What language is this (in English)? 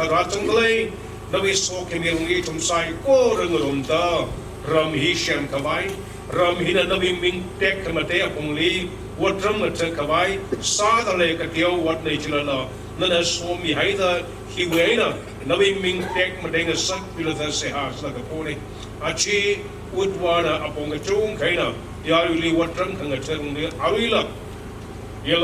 Tangkhul Naga (India)